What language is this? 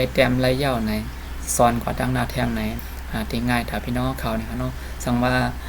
Shan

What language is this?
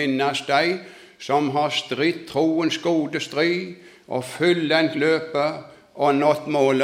Norwegian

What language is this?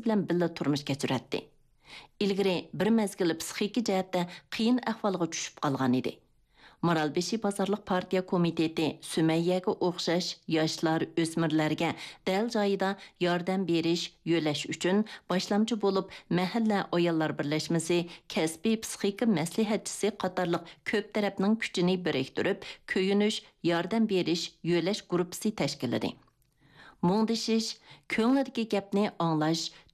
Uyghur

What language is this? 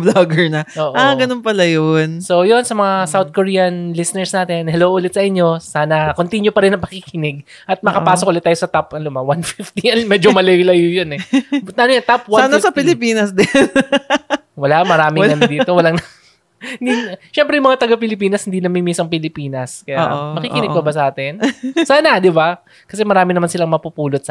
Filipino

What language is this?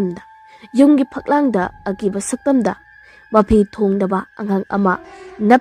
Manipuri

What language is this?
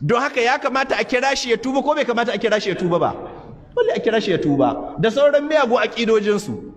Hausa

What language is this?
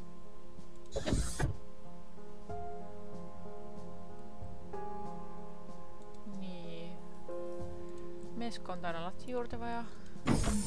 Estonian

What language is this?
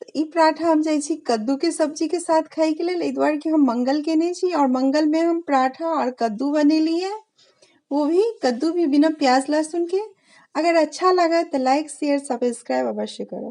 Maithili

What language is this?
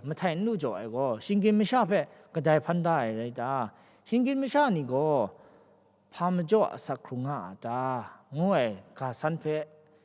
Kachin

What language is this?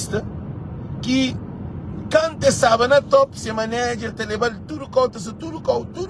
Kabuverdianu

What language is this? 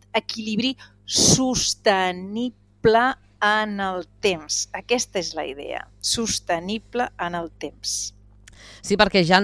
Catalan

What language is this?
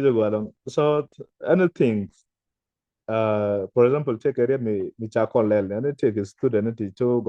Nuer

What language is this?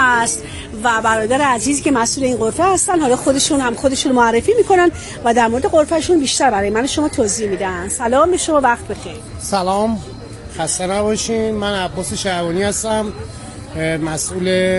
Persian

